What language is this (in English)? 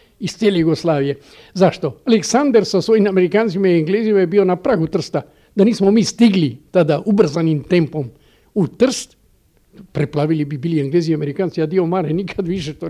Serbian